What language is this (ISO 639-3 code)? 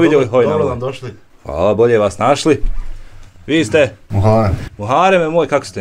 bos